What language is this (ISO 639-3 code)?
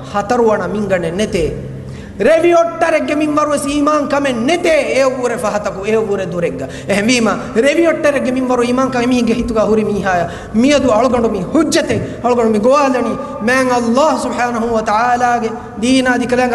div